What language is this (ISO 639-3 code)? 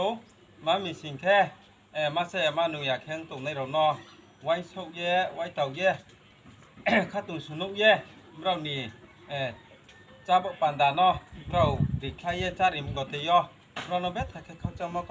ria